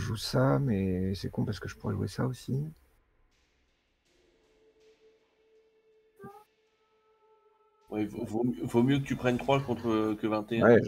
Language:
French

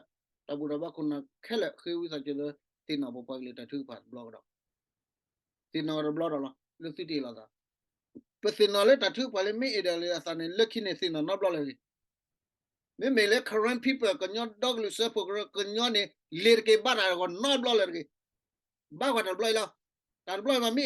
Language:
S'gaw Karen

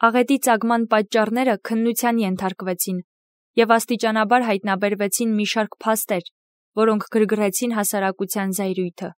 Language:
Armenian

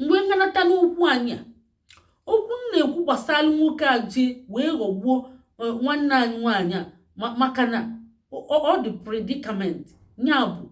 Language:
Igbo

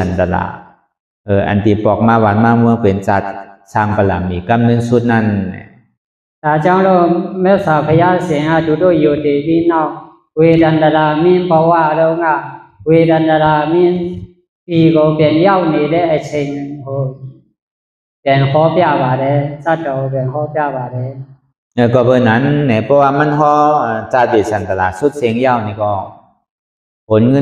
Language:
Shan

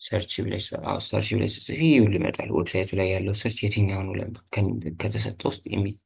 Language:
Amharic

